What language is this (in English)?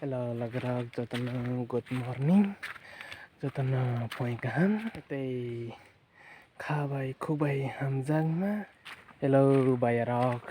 Kok Borok